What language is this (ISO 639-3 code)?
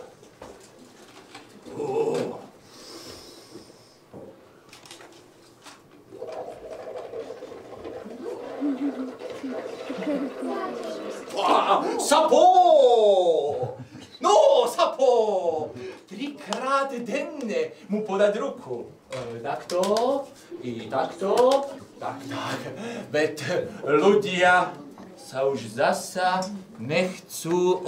slk